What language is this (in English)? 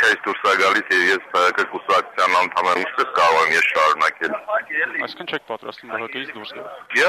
Armenian